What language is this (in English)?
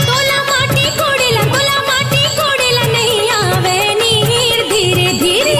Chhattisgarhi